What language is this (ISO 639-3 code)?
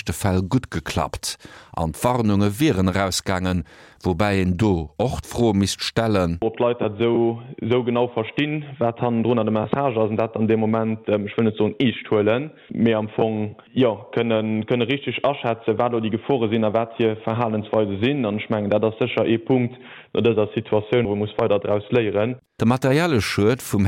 ltz